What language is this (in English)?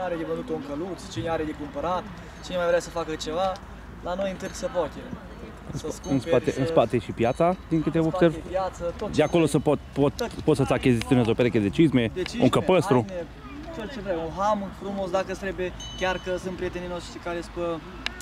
Romanian